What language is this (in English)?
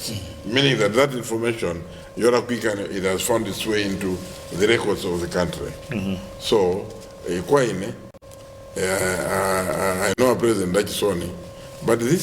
Nyanja